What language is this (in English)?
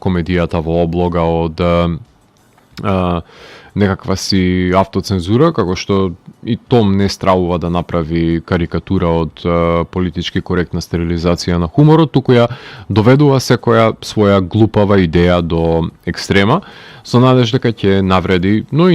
Macedonian